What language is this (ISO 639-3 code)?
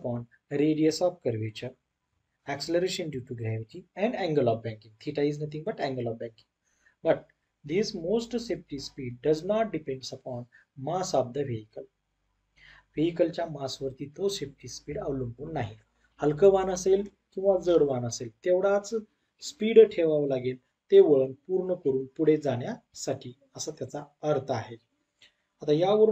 mar